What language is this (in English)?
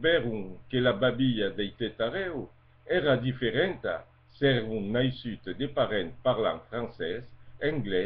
Occitan